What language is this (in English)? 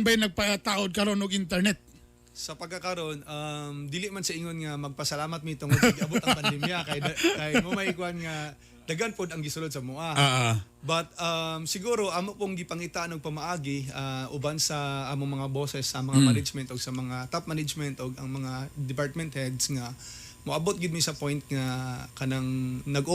Cebuano